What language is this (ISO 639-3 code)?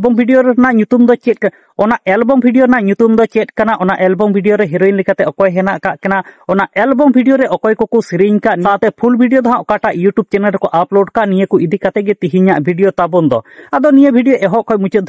sat